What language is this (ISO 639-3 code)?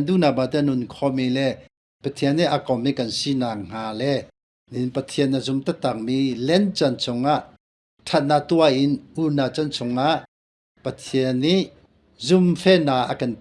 cnh